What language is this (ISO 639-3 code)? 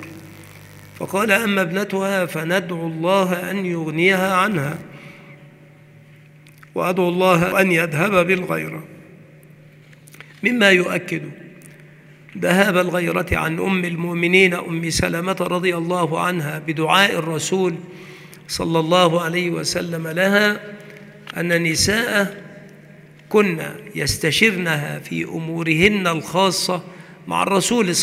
ara